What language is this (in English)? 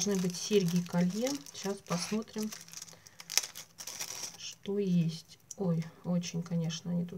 Russian